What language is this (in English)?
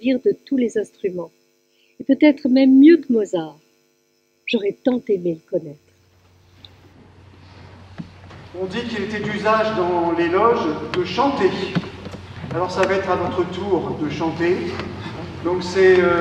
French